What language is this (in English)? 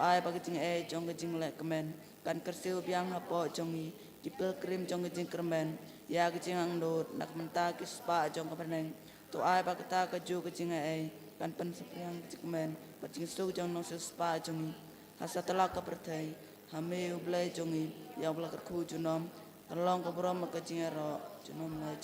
Khasi